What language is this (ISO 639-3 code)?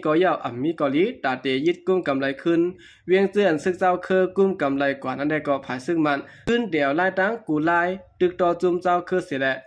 shn